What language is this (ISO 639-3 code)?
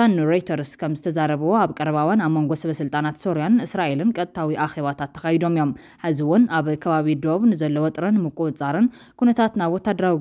tir